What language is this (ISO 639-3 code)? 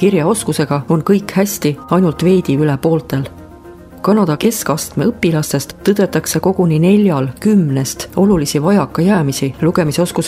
est